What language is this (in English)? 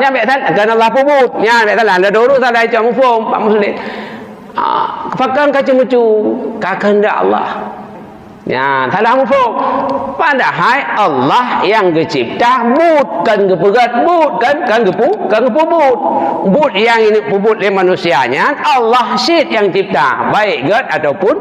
Achinese